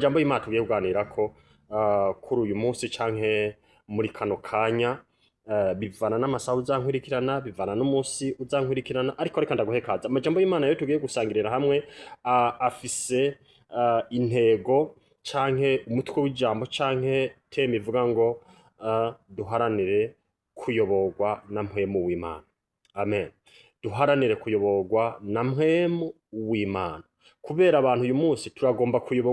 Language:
Rundi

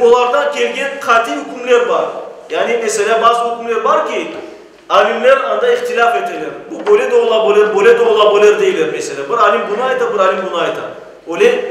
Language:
Crimean Tatar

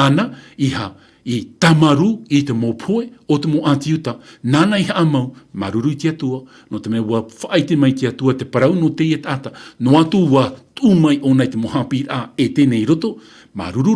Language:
Tahitian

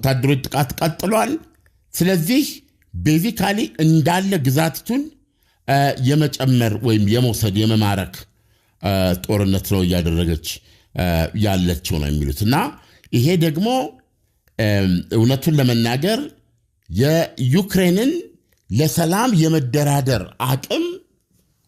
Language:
Amharic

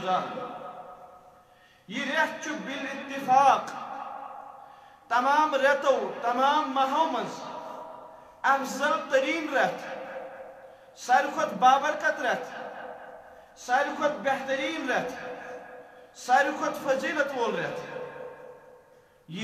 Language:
Kashmiri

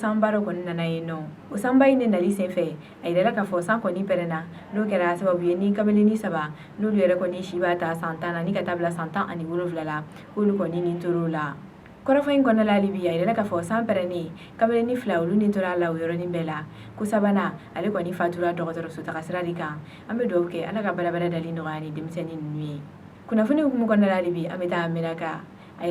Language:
Bambara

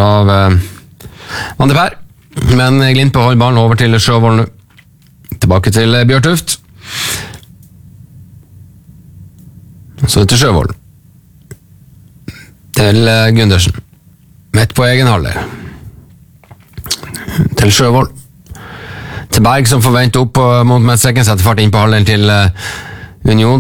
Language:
Norwegian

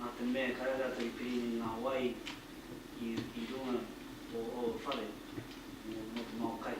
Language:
Māori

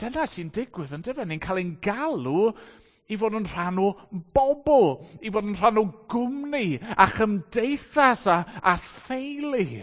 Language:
Welsh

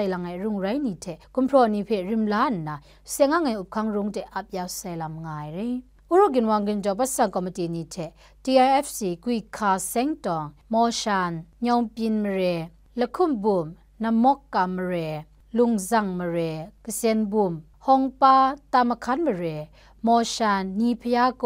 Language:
Kachin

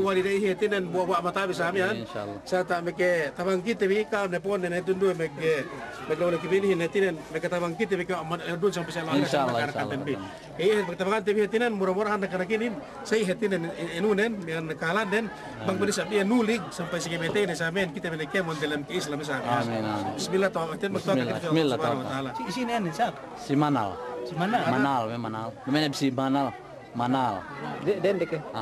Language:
Yakan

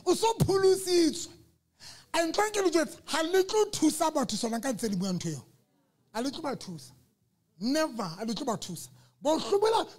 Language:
Southern Sotho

